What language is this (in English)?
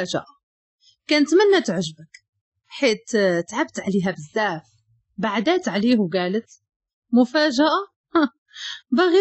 Moroccan Arabic